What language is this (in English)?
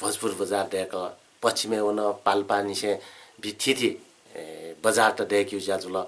Newari